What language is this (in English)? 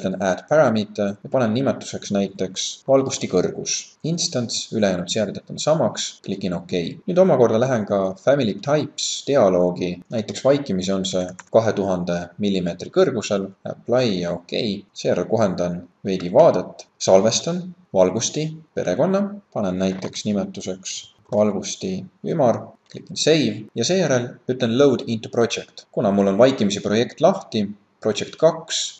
Estonian